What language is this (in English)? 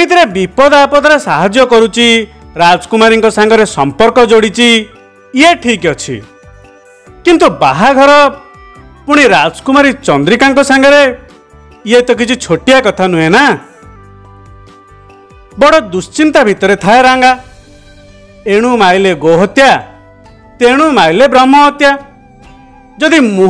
Odia